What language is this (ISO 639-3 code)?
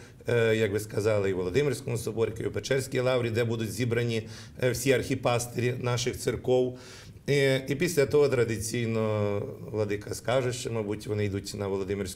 ukr